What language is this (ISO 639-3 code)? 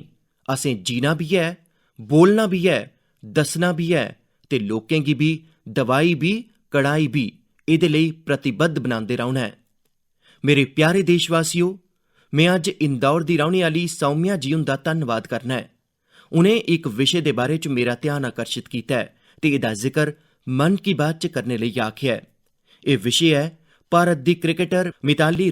doi